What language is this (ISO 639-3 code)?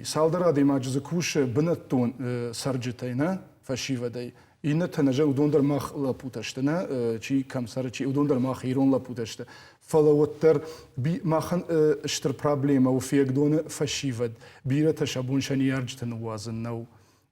oss